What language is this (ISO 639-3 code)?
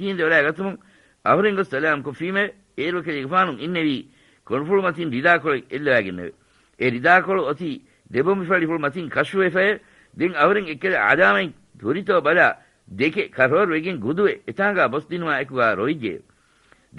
div